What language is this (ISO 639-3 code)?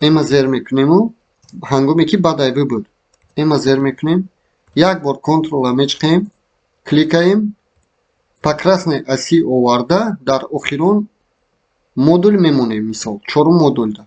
tgk